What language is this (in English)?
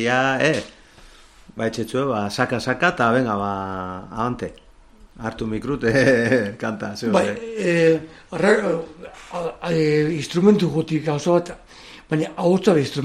Basque